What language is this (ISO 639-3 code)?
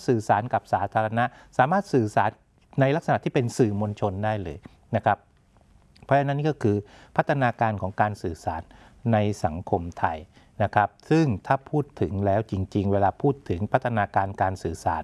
tha